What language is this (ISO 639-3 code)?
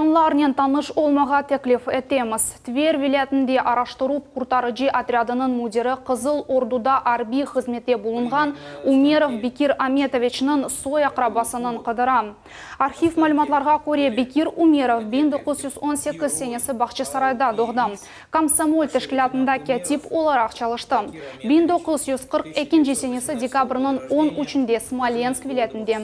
crh